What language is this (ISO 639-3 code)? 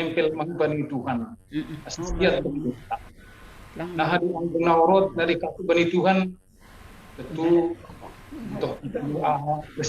bts